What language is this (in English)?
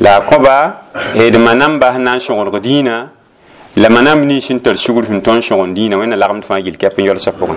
Mossi